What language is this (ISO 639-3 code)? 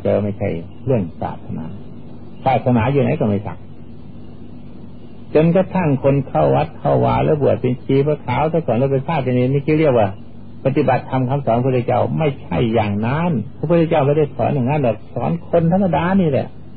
tha